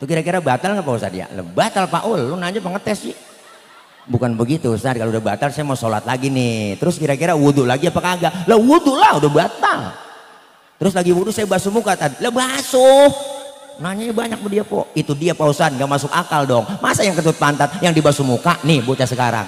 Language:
Betawi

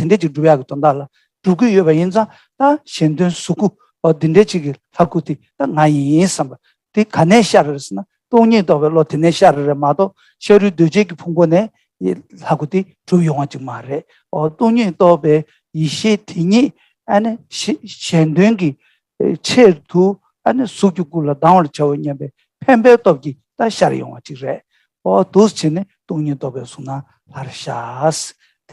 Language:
Tibetan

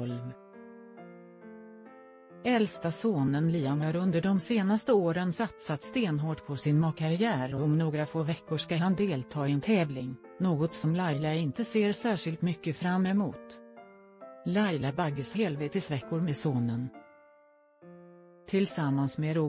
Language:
Swedish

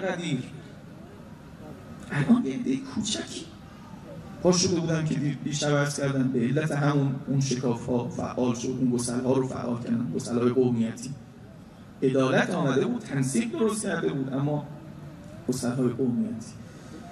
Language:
Persian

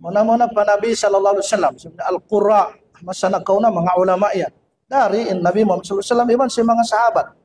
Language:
Tausug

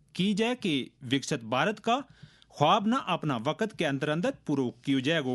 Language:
Gujari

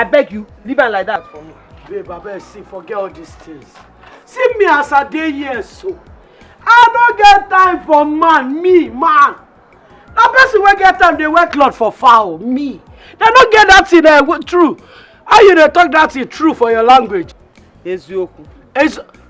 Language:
Nigerian Pidgin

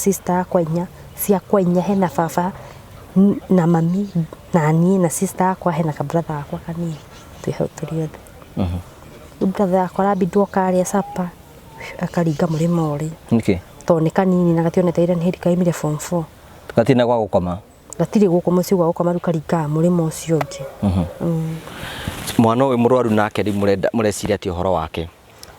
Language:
Kikuyu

